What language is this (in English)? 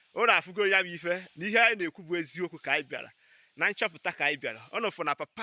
Igbo